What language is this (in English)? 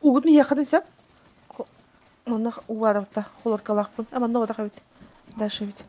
Yakut